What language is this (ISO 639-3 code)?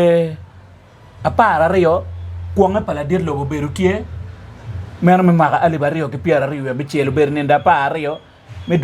ach